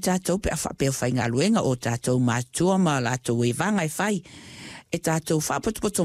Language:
Samoan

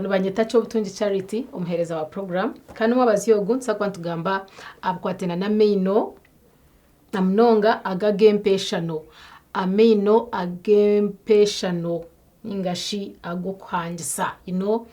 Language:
Nyankole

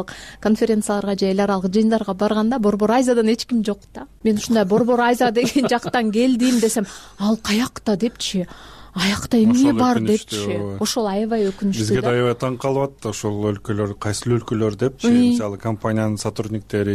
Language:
Kyrgyz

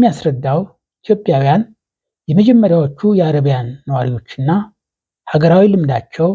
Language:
Amharic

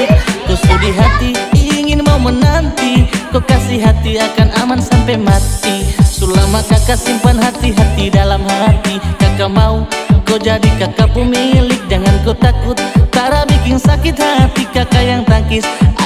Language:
Ambonese Malay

